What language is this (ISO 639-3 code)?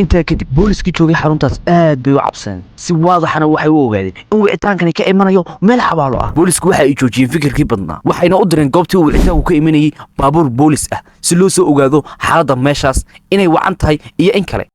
som